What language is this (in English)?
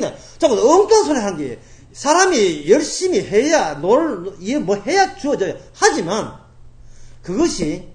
Korean